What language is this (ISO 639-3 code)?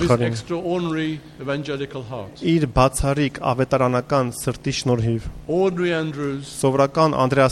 hye